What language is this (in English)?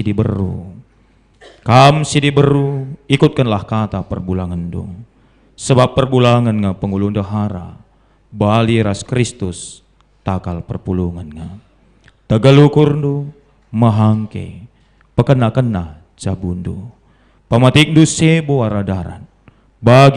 Batak Karo